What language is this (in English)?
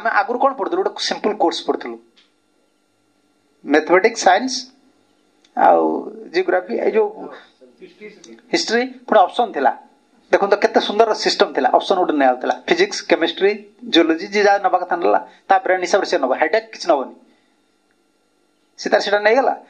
Odia